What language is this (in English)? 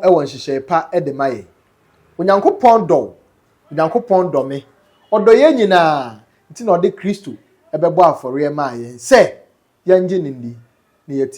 Akan